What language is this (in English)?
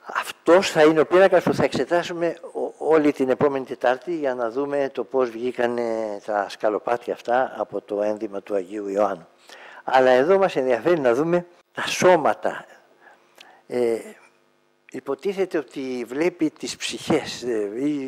Greek